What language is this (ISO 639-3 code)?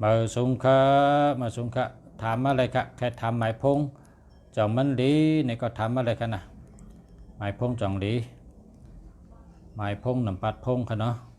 shn